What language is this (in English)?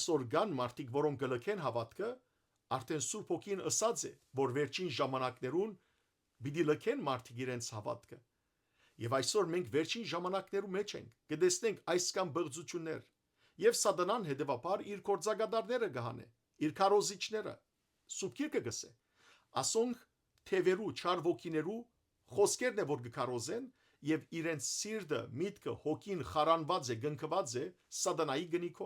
Western Armenian